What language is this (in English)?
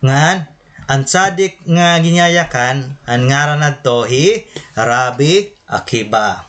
Waray